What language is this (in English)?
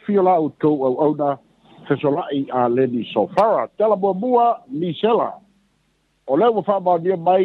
Samoan